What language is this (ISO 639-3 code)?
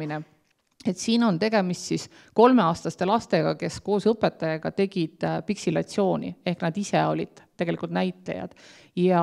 est